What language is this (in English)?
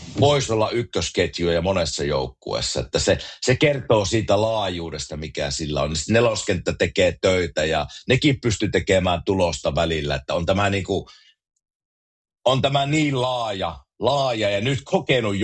Finnish